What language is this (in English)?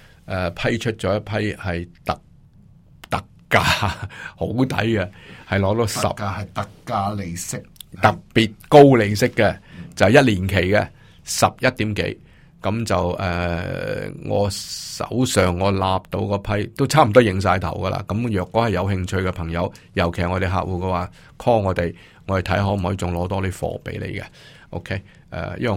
Cantonese